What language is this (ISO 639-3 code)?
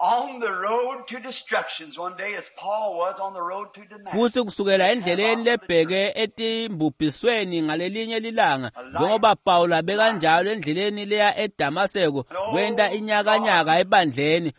ssw